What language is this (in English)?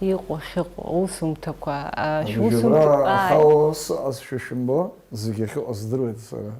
Abkhazian